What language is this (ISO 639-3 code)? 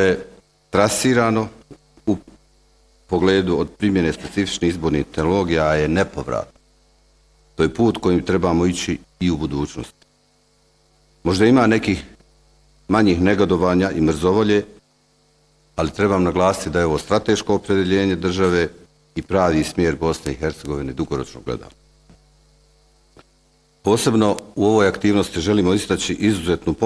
bos